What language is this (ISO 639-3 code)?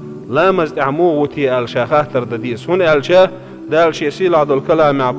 che